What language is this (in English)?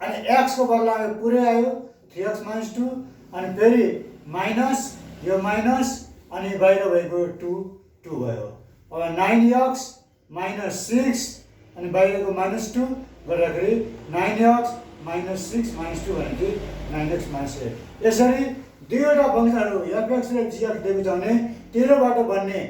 Nepali